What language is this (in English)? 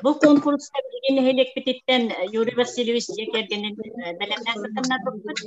Yakut